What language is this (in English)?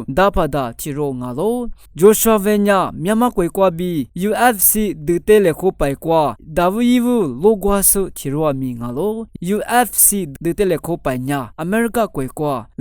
Lisu